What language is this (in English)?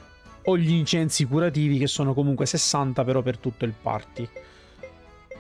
Italian